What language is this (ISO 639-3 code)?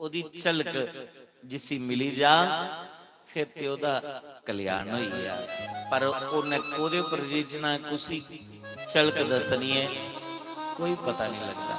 doi